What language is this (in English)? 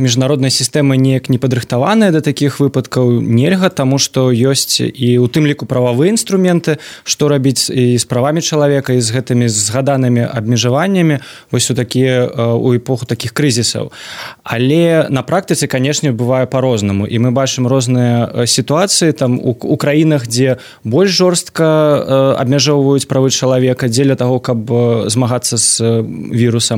Belarusian